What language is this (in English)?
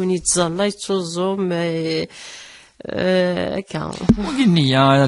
Kabyle